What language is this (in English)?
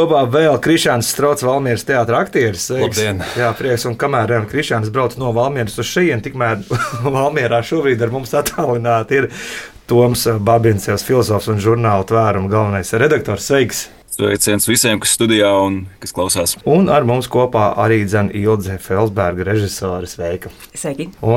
Latvian